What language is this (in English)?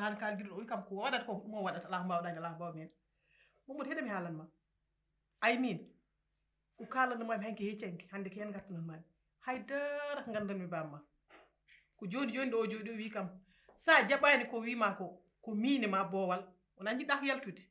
Fula